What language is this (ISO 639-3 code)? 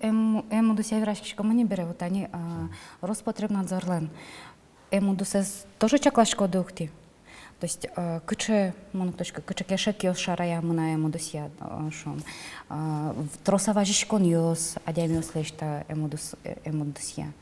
udm